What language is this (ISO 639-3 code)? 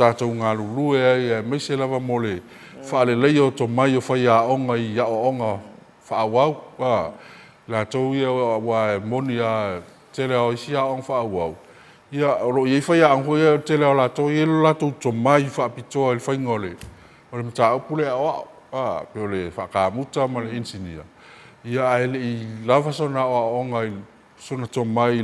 smo